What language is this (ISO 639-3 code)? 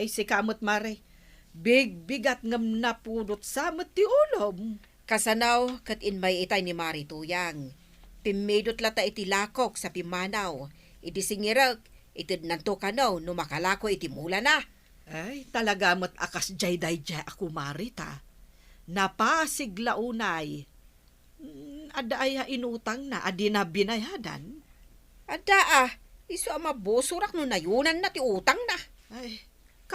ilo